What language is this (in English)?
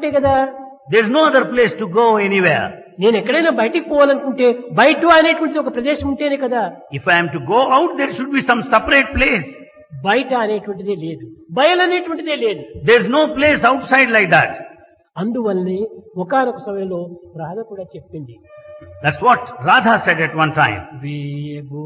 Telugu